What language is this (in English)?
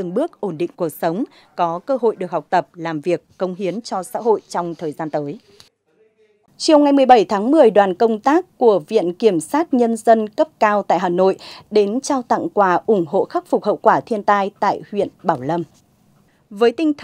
Vietnamese